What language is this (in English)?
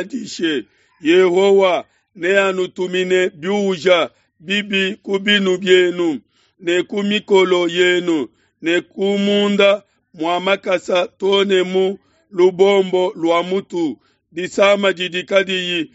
Luba-Lulua